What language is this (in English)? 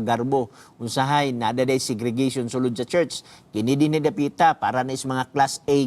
Cebuano